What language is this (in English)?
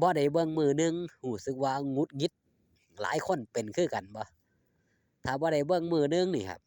Northeastern Thai